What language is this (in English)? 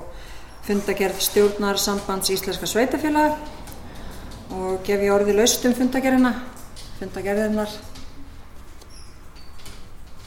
Icelandic